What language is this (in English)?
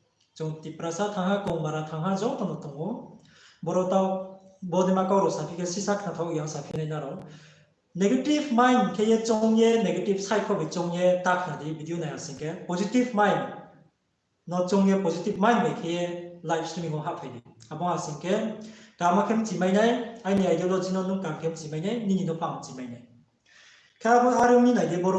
Riang (India)